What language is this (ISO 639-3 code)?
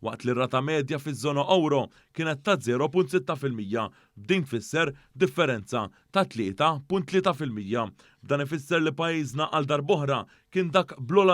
mlt